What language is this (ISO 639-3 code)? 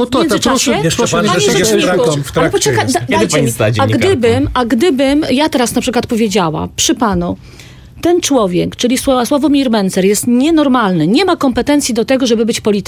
pol